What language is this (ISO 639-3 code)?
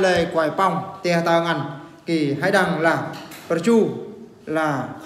bru